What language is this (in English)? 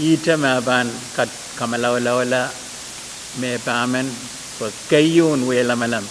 Pohnpeian